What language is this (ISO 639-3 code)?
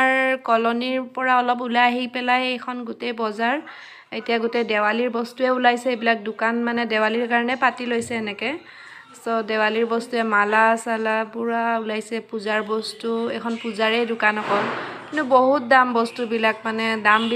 asm